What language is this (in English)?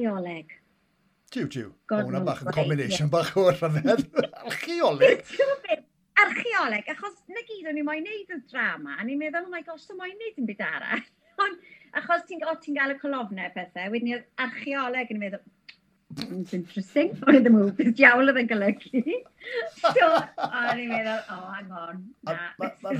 Welsh